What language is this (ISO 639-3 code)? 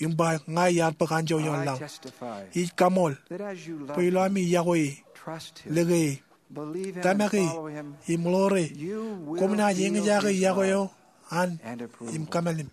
mah